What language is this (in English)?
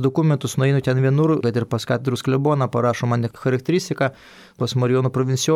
Lithuanian